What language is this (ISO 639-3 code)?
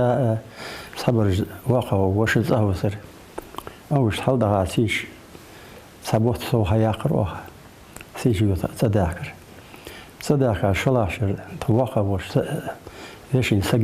inh